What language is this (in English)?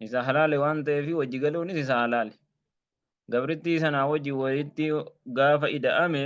Oromo